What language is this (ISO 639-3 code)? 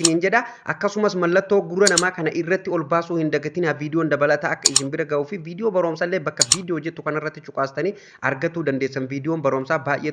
orm